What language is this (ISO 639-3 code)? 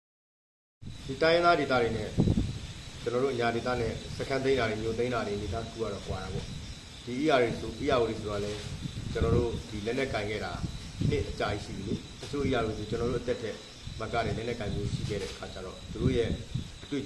mya